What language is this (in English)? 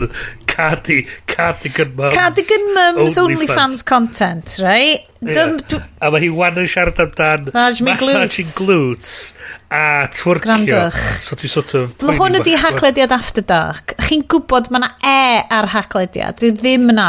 Welsh